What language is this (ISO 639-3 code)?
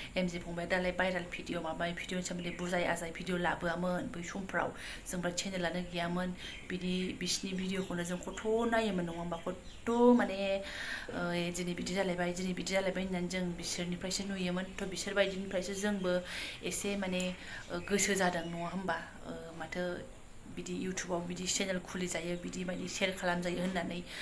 brx